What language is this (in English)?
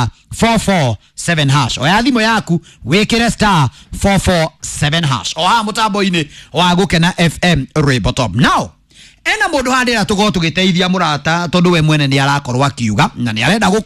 Kikuyu